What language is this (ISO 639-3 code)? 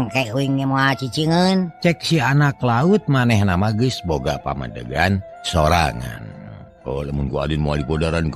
sun